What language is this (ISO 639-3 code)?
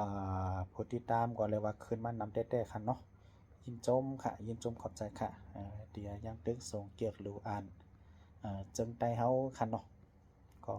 shn